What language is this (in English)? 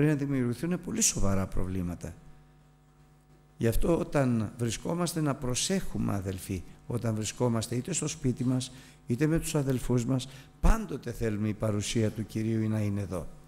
Greek